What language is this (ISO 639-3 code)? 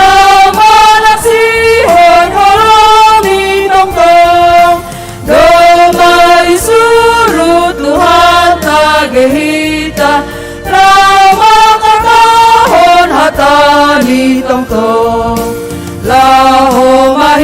bts